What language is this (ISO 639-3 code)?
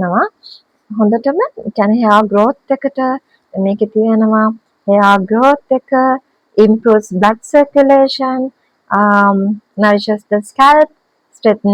sin